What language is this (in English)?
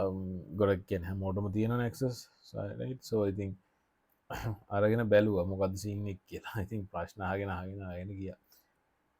Sinhala